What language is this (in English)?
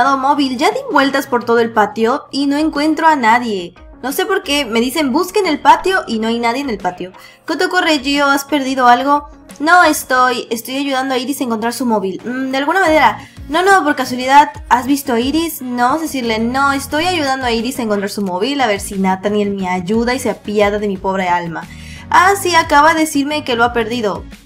Spanish